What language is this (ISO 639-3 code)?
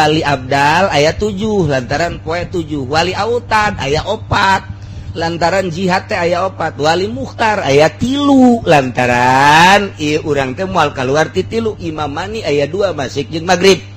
sun